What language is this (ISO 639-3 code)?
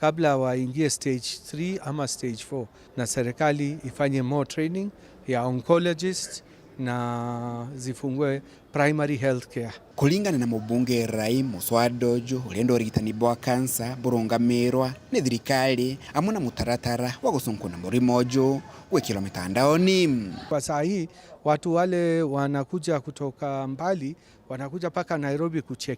mer